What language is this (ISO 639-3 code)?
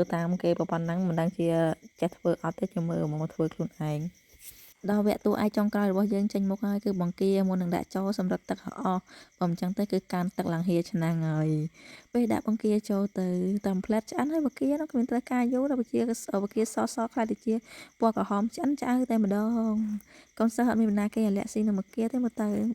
khm